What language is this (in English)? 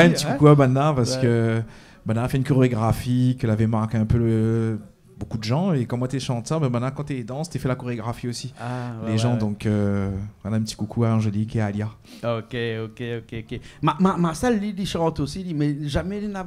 Réunion Creole French